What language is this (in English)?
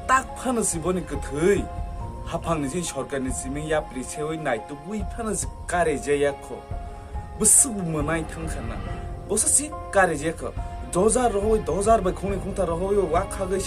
Kok Borok